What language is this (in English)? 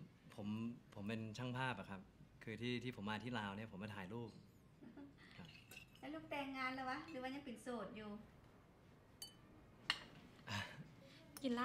Thai